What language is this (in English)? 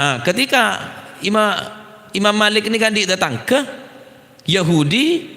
Madurese